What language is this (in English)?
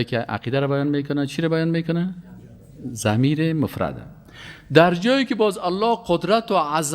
Persian